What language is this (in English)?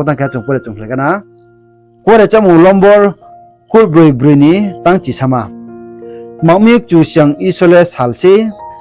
Riang (India)